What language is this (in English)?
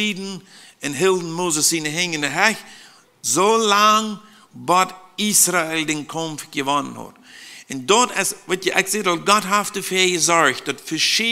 Plautdietsch